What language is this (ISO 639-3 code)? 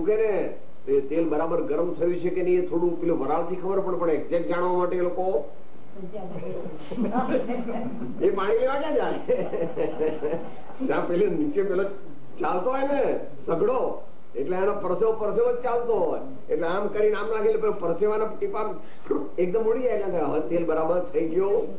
guj